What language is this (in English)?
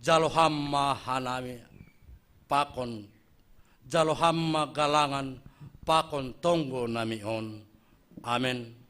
Batak Simalungun